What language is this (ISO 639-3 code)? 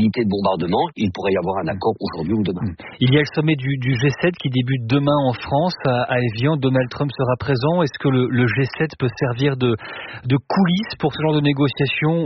fra